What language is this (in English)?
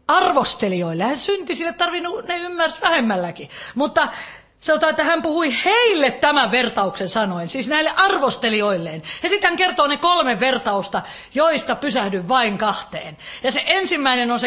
Finnish